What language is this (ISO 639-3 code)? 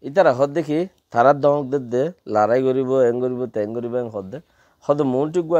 rhg